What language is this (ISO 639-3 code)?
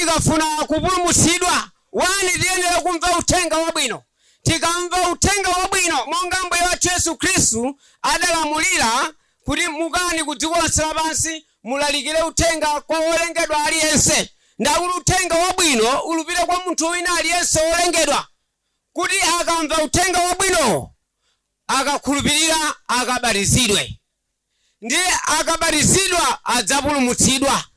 nya